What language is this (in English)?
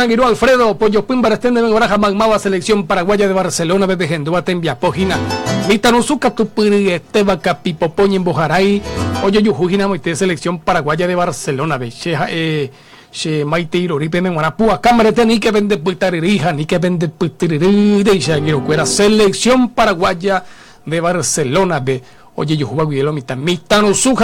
Guarani